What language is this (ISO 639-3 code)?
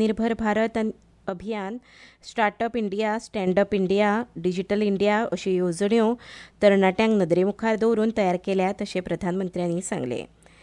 kok